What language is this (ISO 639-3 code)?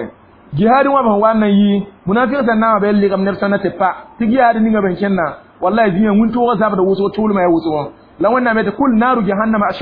mos